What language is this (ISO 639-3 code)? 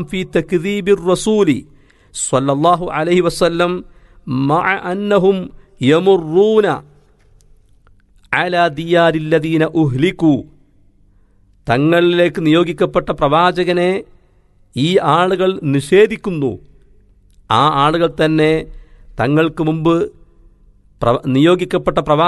mal